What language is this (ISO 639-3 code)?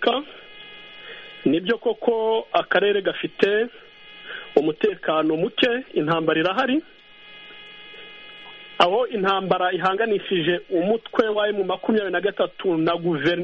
kin